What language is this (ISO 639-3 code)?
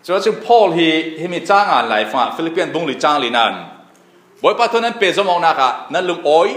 cfm